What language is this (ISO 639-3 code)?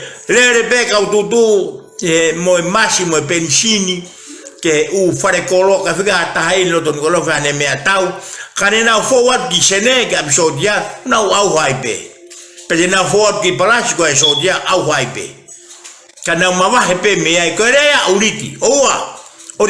ton